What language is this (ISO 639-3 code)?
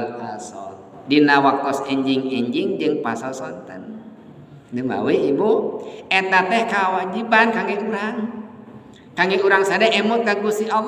sun